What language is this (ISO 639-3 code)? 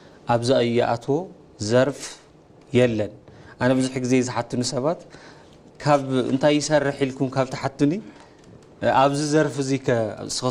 tir